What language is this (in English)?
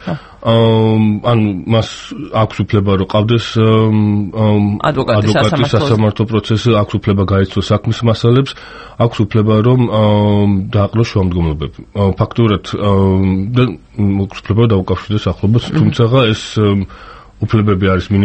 Georgian